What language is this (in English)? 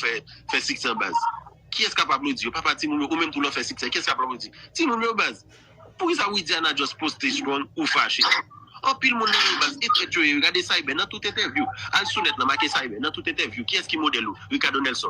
Haitian Creole